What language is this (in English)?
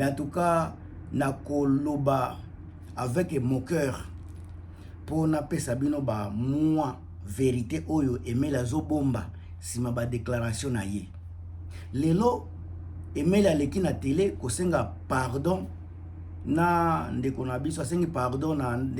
Lingala